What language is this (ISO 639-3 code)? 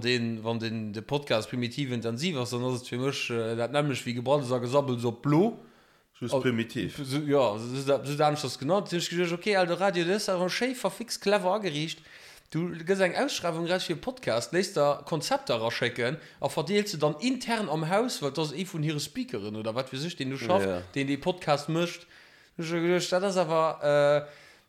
ltz